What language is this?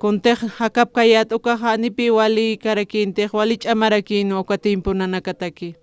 Aymara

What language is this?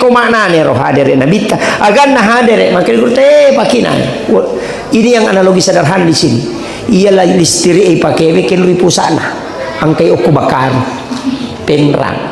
Buginese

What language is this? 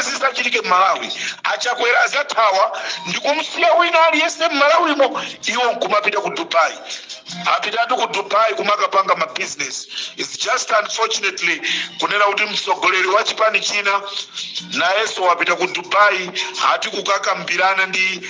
Nyanja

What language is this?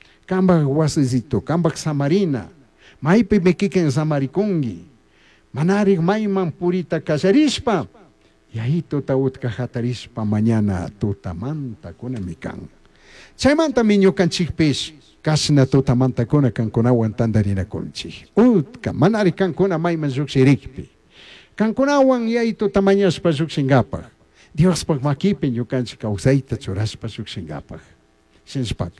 Chimborazo Highland Quichua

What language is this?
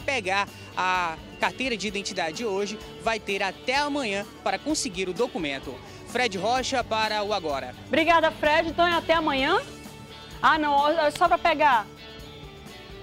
Portuguese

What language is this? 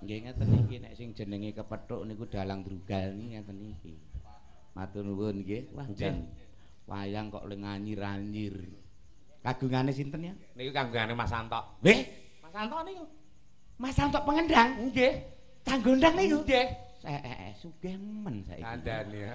Javanese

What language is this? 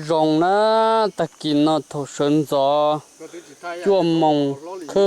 Hmong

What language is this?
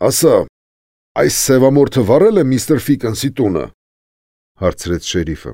Armenian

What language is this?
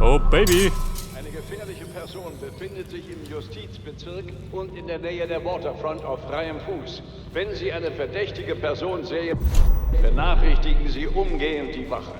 Bavarian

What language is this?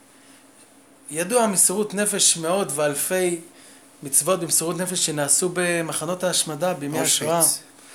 Hebrew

